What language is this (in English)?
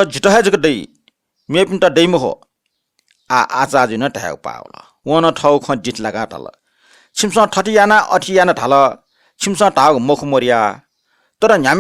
Newari